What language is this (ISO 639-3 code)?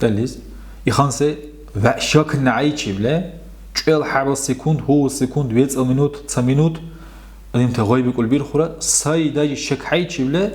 dar